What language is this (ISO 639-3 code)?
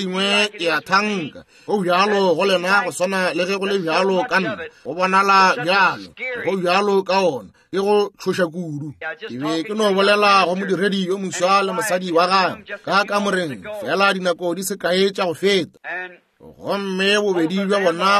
nso